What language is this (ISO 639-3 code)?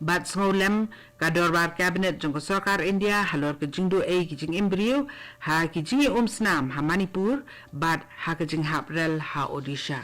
kha